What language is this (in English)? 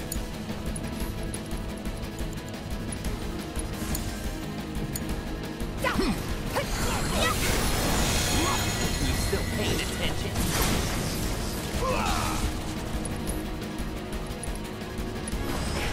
English